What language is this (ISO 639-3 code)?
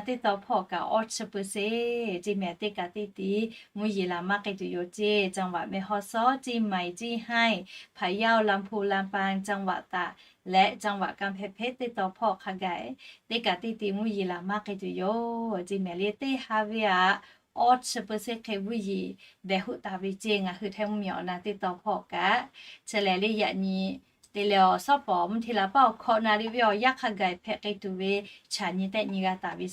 lhu